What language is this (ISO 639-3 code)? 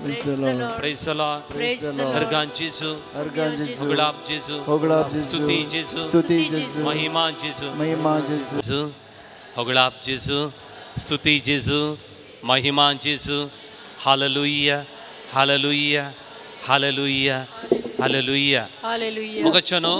kok